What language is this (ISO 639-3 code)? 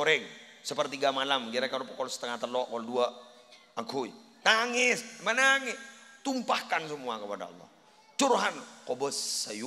mad